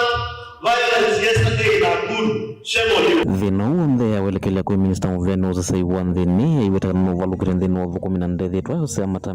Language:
Kamba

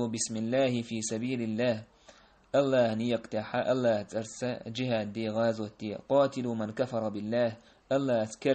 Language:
Chechen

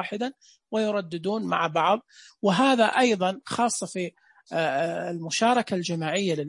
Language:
Najdi Arabic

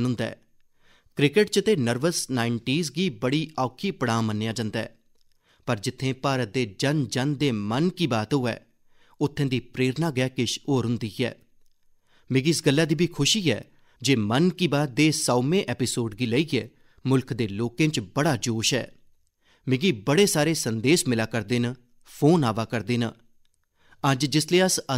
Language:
Dogri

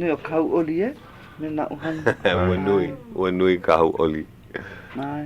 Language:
Hawaiian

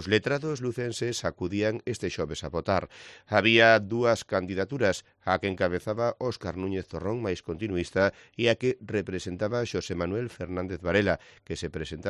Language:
Galician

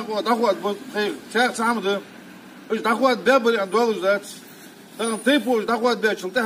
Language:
Ingush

